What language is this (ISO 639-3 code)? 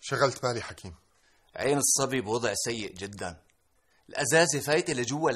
apc